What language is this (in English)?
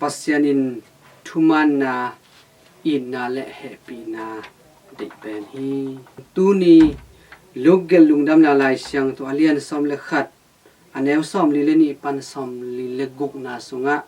Tedim Chin